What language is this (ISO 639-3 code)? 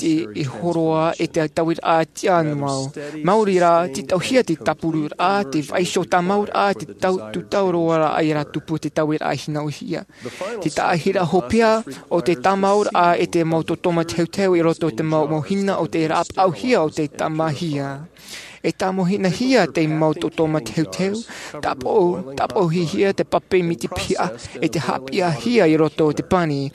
tah